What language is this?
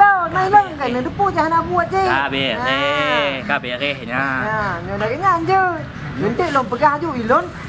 Achinese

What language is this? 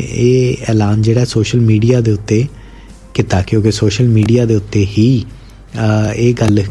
Punjabi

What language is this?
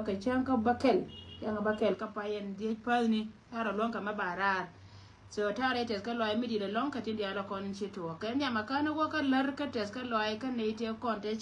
Nuer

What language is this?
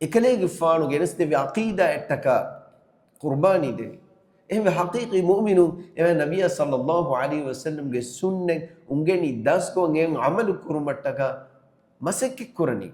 Divehi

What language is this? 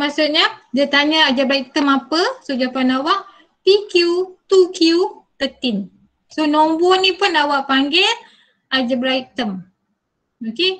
Malay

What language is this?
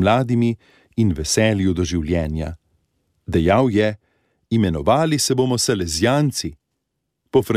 Slovenian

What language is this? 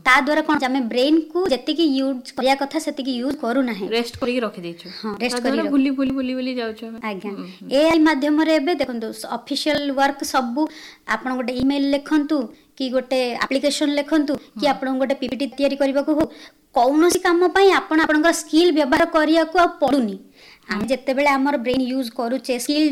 Odia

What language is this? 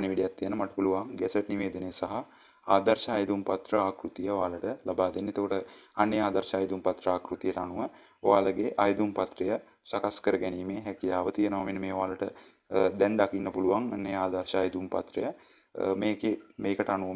Sinhala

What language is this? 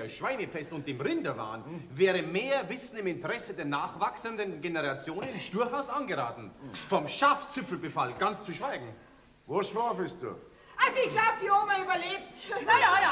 Bavarian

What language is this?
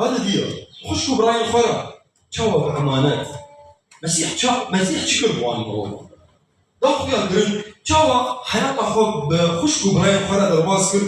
Kurdish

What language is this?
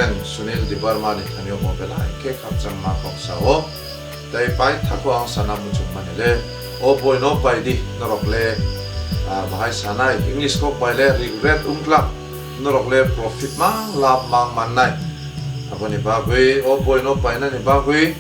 Kok Borok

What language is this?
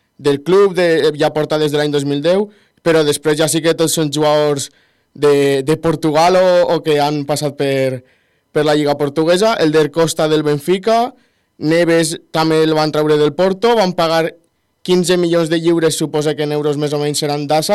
Catalan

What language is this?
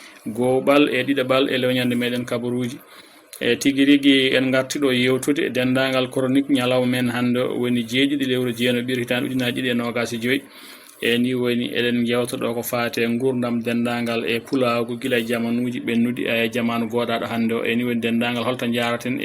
Fula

